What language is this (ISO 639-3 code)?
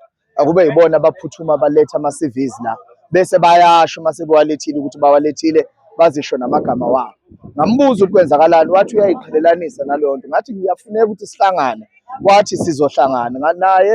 zul